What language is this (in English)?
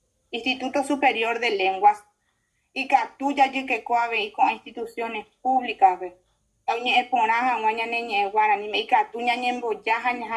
Guarani